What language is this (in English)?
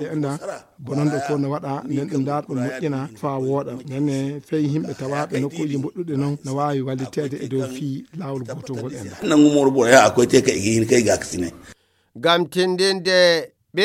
Fula